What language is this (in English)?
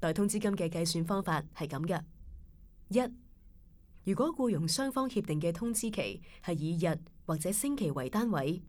Cantonese